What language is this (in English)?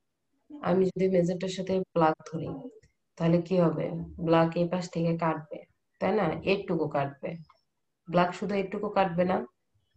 Bangla